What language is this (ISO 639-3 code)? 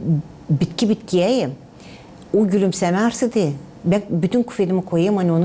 gag